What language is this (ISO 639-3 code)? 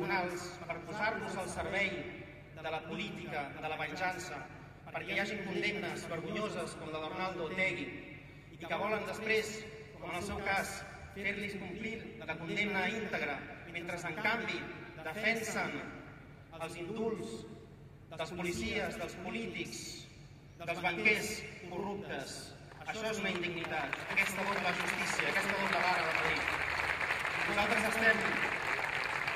cat